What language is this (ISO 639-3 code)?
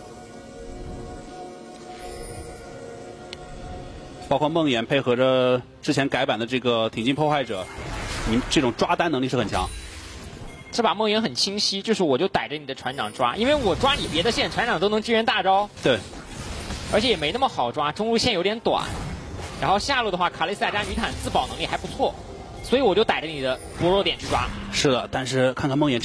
zho